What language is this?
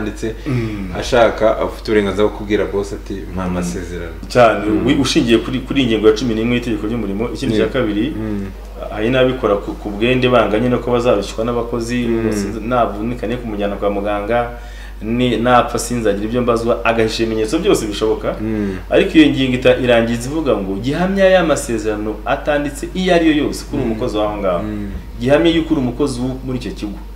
Kinyarwanda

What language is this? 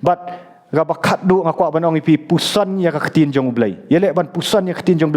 Khasi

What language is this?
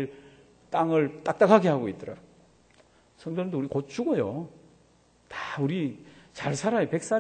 Korean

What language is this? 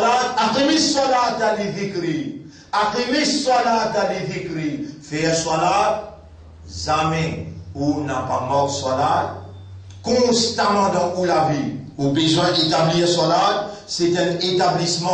Morisyen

